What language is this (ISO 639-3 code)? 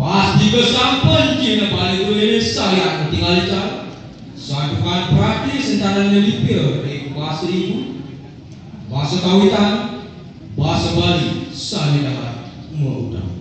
ban